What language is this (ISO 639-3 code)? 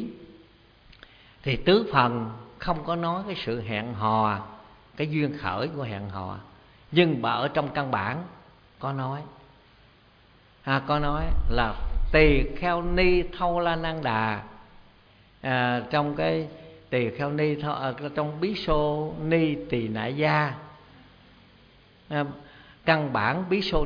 vie